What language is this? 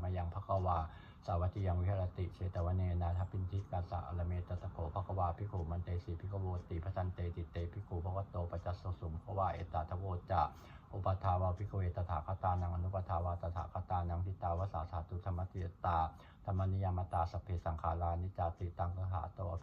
Pali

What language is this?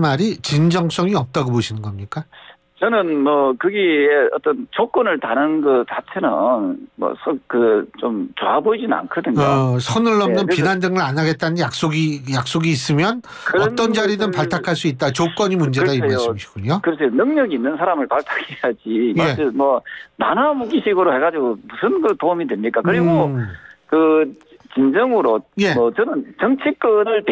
Korean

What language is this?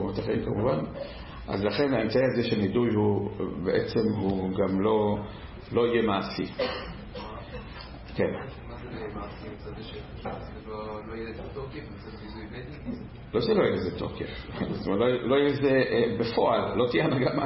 Hebrew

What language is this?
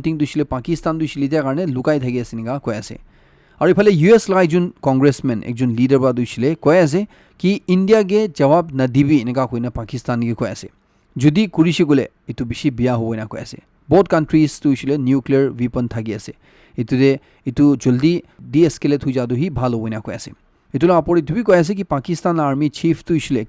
Naga Pidgin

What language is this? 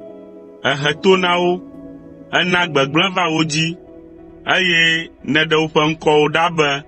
Ewe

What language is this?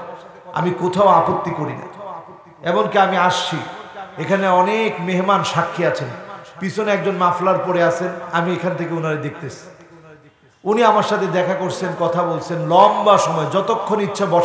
Bangla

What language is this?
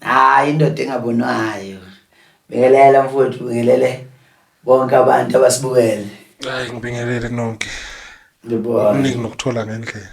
Zulu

